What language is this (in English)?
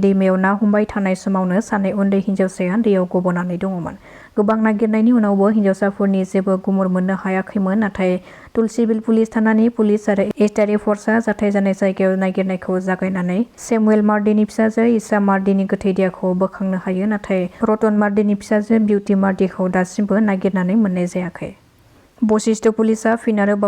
Bodo